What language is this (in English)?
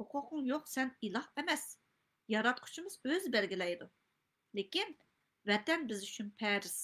Uyghur